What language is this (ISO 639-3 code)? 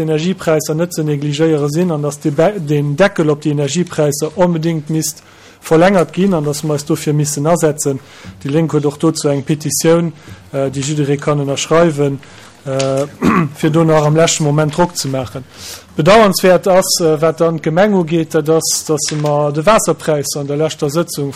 ltz